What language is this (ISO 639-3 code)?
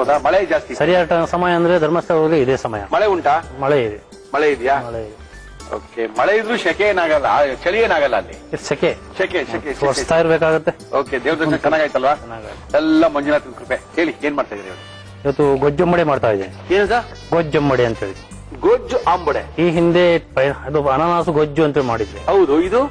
kan